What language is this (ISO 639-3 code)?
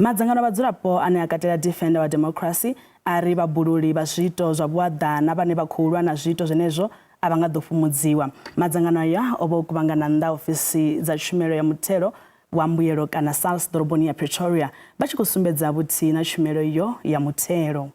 ven